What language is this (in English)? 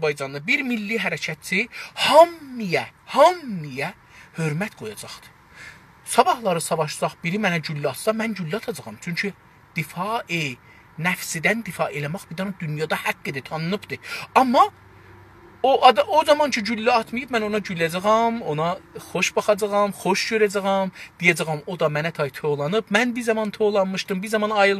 South Azerbaijani